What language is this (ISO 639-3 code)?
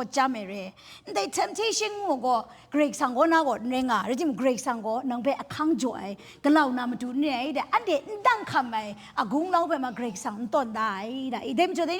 kac